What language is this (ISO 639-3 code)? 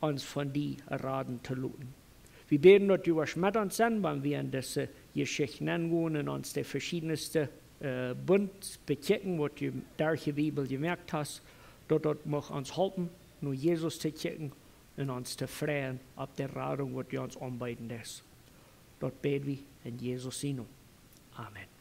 pdt